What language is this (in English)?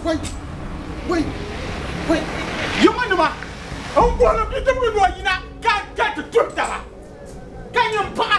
Dagbani